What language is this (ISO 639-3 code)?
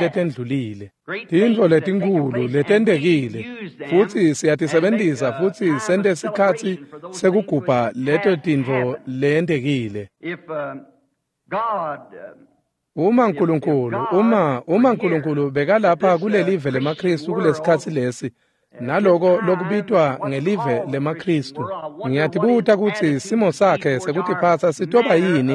ssw